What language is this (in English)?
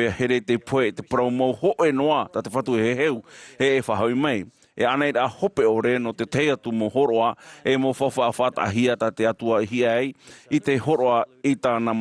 Tahitian